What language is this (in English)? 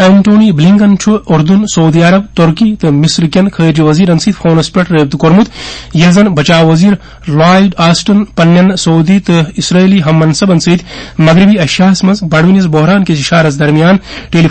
Kashmiri